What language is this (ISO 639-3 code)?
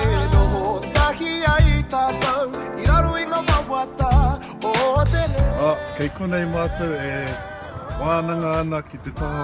mri